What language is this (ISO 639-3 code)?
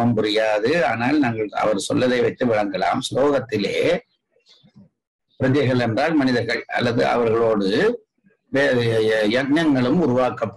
tam